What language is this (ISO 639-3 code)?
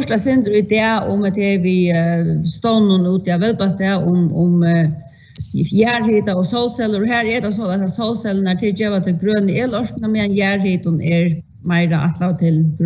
fao